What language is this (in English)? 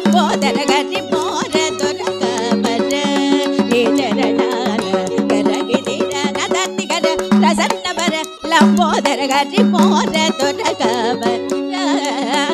Telugu